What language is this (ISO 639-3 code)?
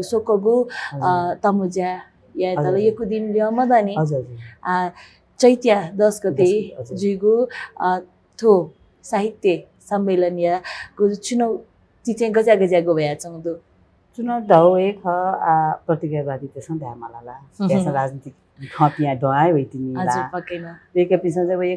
new